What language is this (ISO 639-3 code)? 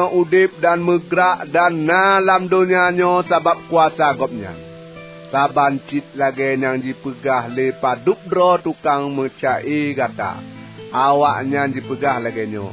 ace